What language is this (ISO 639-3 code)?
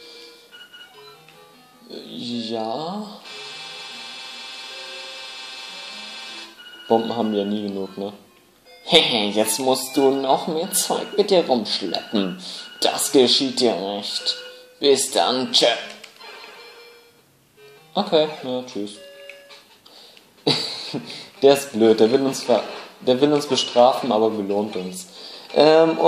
deu